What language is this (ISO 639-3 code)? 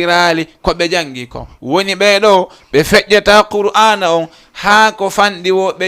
ful